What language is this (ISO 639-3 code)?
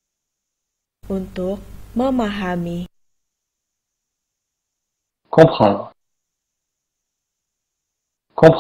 ind